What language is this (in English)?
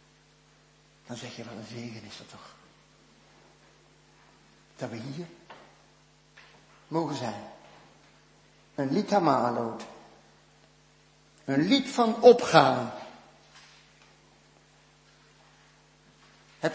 Dutch